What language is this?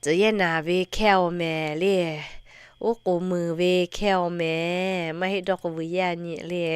Lahu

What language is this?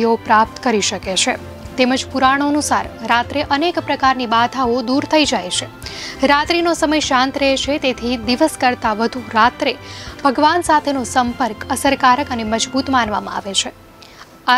Gujarati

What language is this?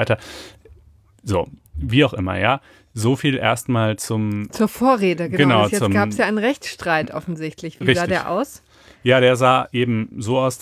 German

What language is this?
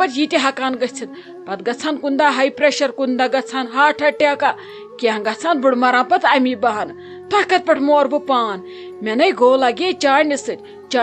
Kashmiri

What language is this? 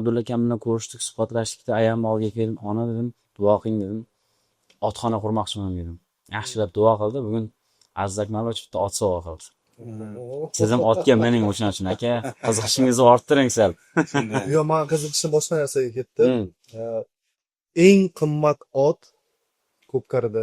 Uzbek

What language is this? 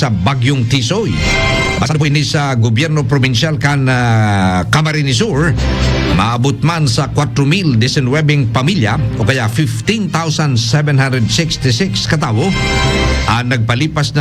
Bikol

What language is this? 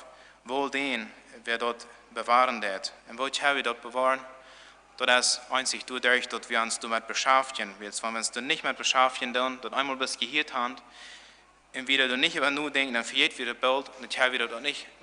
Plautdietsch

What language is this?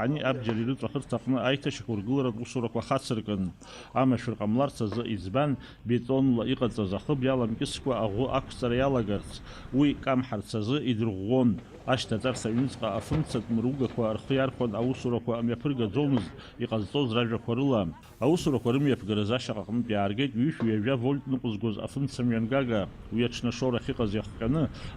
Abkhazian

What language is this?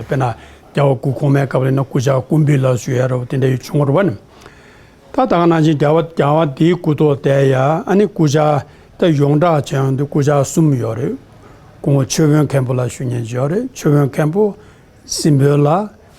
Tibetan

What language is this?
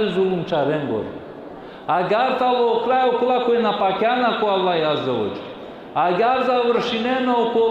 Balkan Romani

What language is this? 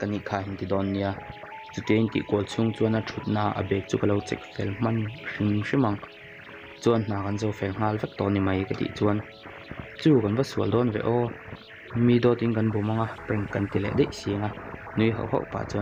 Mizo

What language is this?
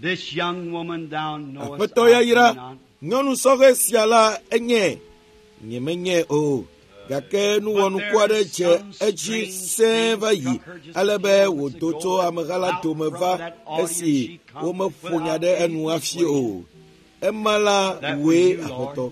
Ewe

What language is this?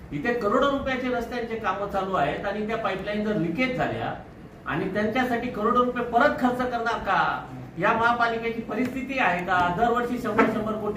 Marathi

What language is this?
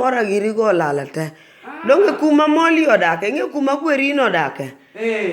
Luo (Kenya and Tanzania)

